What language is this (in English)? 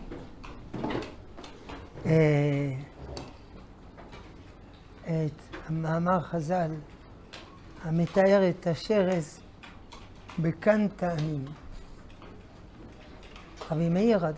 Hebrew